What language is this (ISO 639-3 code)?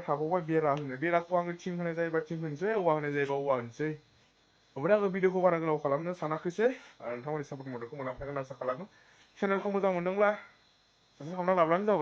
brx